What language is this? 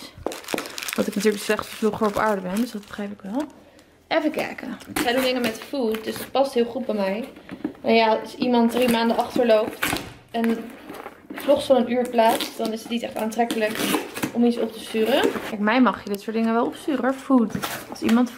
Dutch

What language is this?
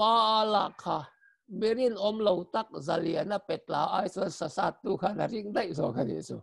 Mizo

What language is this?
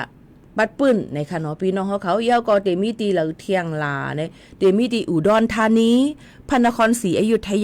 Shan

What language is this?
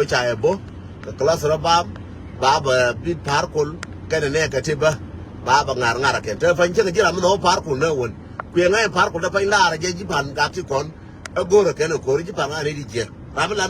Nuer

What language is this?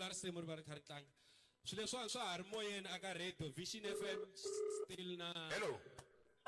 Tsonga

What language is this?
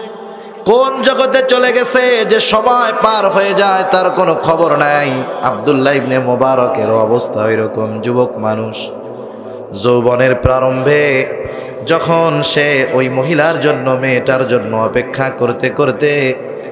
Bangla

